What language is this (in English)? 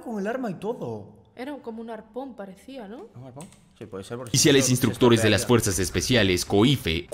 Spanish